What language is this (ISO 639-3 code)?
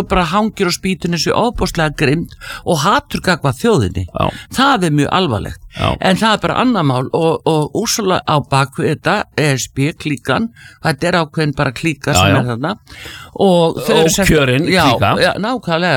isl